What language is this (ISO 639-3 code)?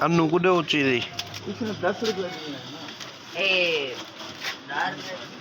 skr